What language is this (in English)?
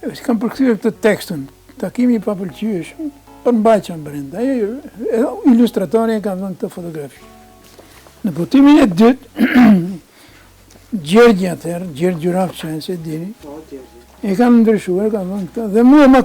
Albanian